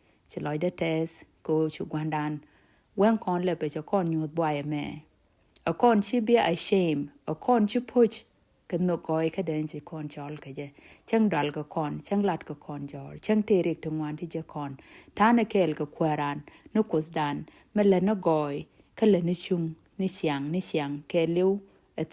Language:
Nuer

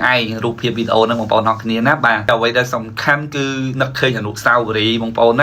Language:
Khmer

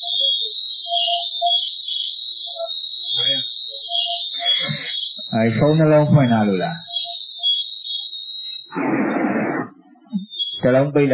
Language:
Burmese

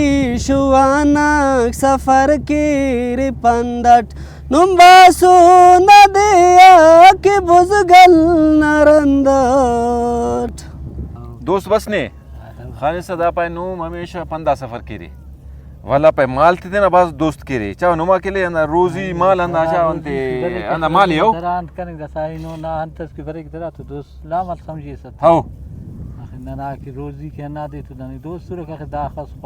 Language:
Brahui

